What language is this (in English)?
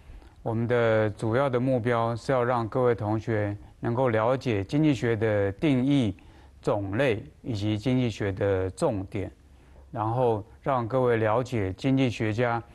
Chinese